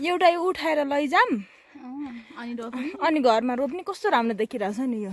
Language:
Nepali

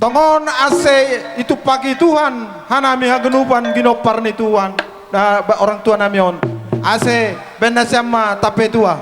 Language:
Batak Simalungun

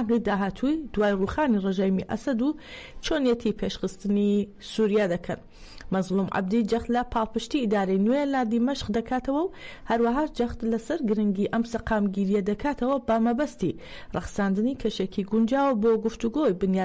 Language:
Central Kurdish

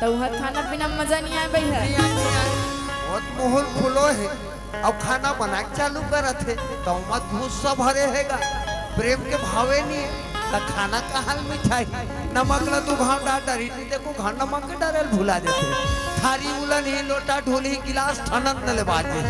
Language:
Chhattisgarhi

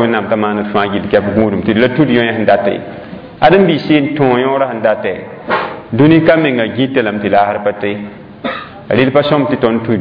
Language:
Mossi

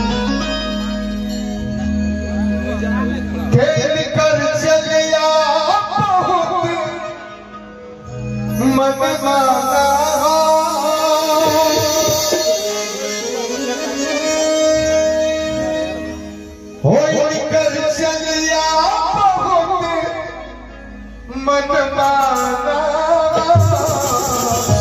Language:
Bhojpuri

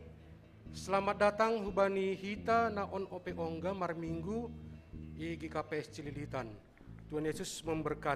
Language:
Batak Simalungun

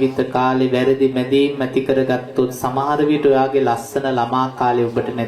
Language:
Sinhala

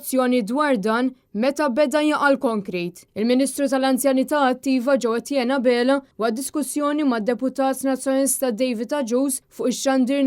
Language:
Maltese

